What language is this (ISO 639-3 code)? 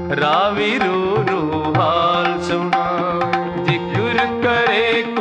pan